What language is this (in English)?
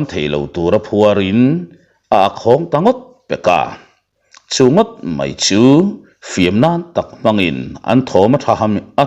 Mizo